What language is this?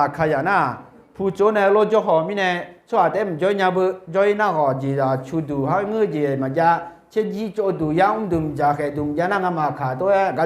Akha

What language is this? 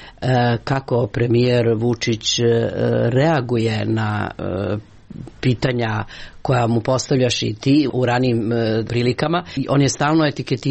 Serbian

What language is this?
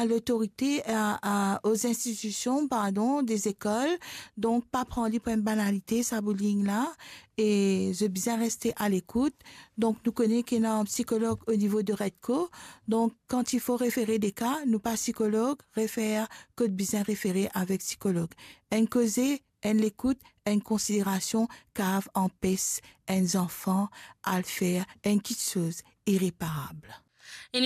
Morisyen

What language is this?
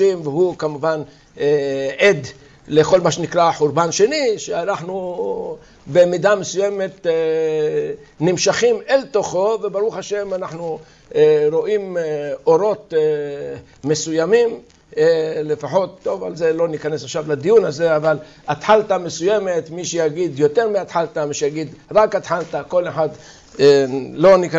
Hebrew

